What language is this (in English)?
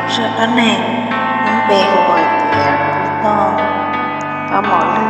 Hmong